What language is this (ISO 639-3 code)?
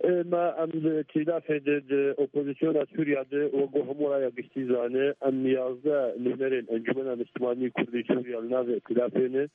kur